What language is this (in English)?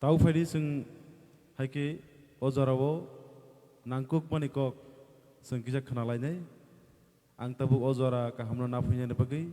Kok Borok